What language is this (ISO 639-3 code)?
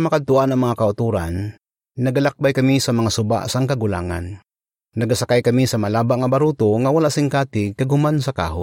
hil